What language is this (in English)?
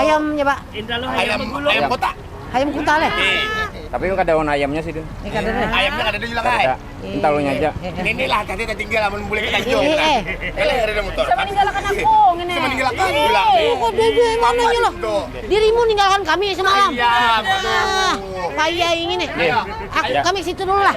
Banjar